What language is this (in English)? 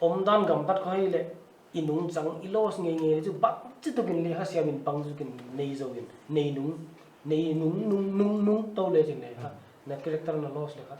Paite Chin